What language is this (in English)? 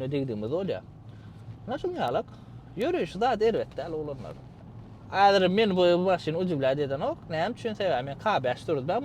Turkmen